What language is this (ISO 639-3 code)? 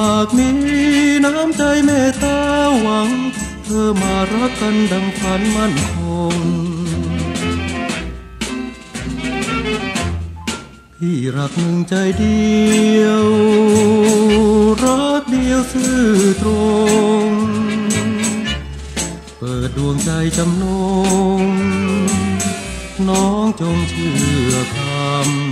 tha